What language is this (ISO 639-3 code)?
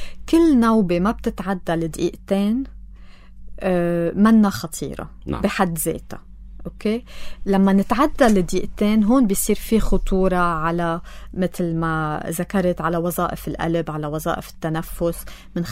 apc